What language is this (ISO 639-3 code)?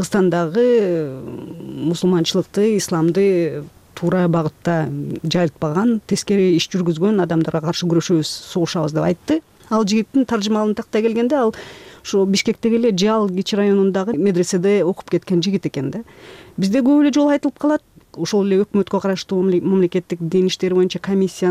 kir